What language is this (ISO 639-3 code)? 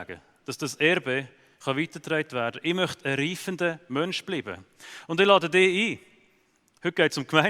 gsw